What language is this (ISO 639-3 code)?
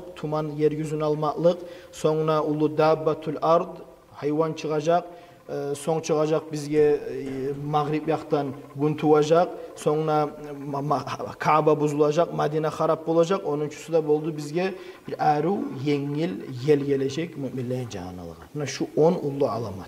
kum